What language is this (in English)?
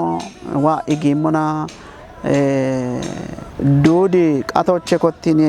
Kafa